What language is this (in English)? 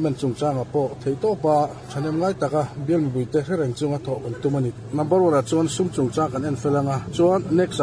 Mizo